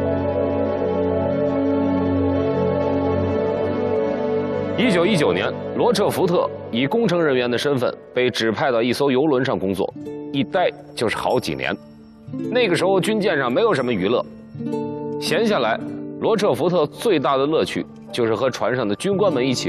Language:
Chinese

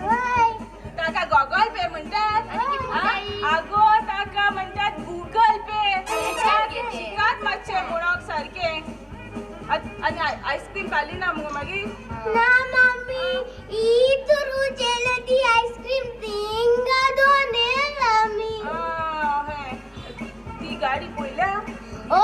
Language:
Konkani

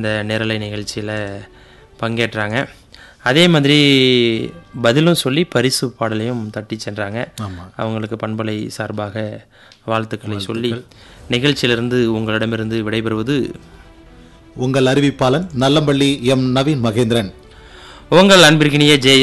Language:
Tamil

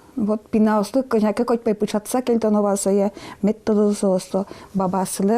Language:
Udmurt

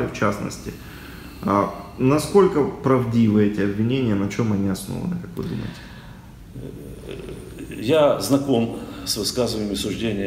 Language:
Russian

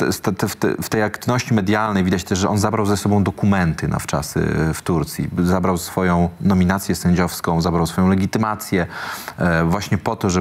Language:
Polish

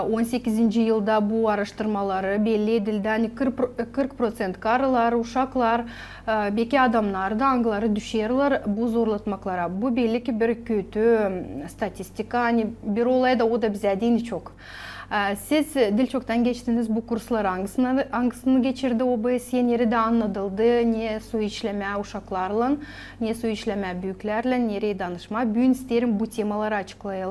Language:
Gagauz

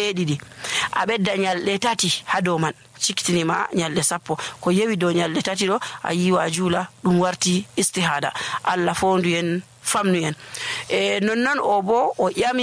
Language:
Nigerian Fulfulde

